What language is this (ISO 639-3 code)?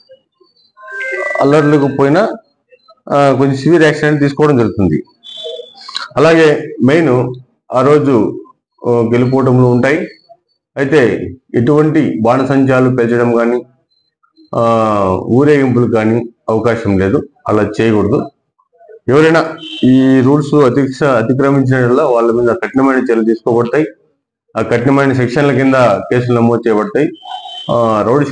tel